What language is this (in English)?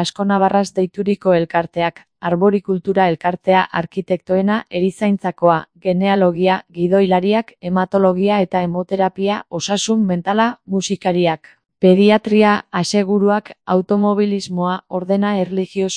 Basque